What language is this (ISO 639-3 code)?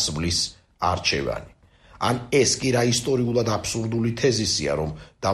kat